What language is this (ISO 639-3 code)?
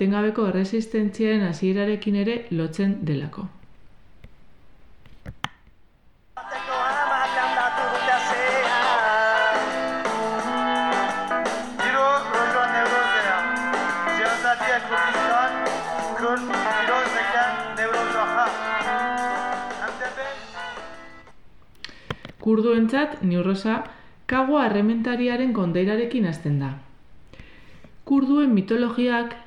eus